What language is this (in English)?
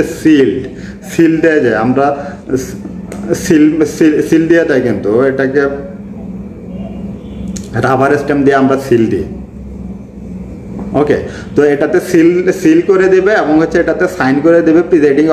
Bangla